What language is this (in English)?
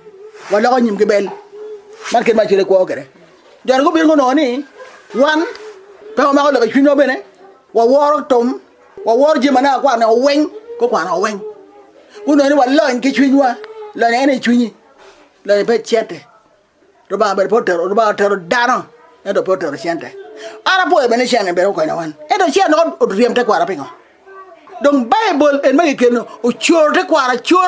Acoli